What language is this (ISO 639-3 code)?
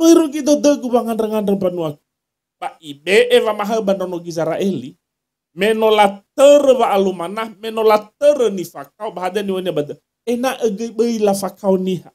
nia